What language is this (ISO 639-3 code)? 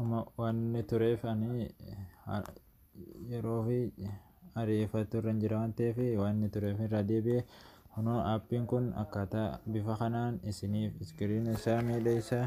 orm